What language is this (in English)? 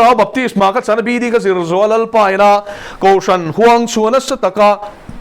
Mizo